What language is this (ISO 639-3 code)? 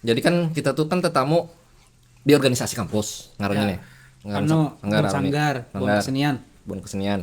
bjn